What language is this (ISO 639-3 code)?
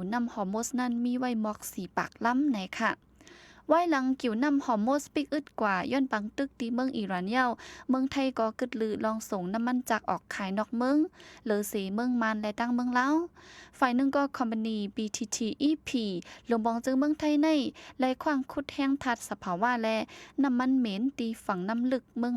shn